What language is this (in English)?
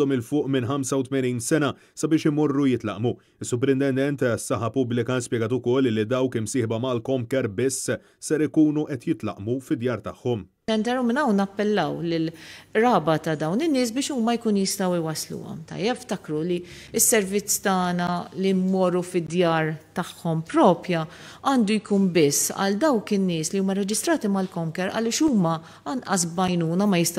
Maltese